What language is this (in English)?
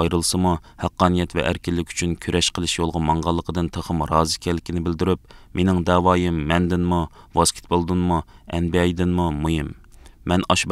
Uyghur